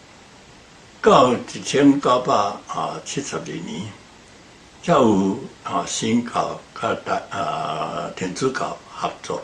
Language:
Min Nan Chinese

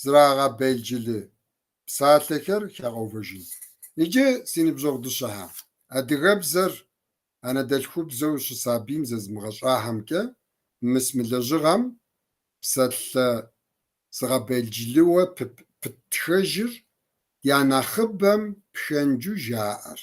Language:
Kabardian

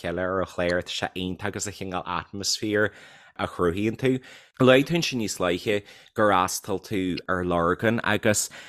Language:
Irish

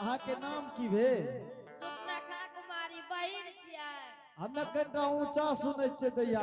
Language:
Angika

